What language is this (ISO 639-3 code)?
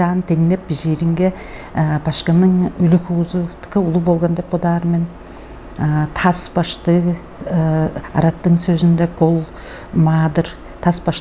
tyv